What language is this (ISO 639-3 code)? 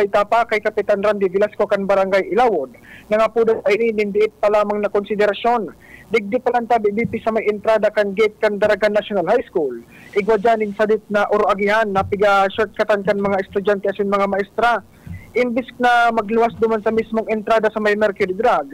bik